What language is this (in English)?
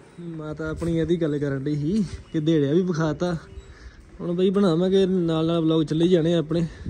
Punjabi